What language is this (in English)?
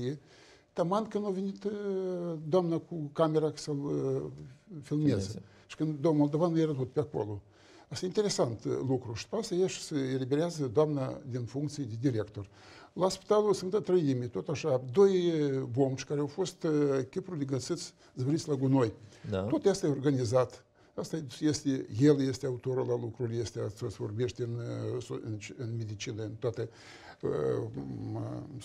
Romanian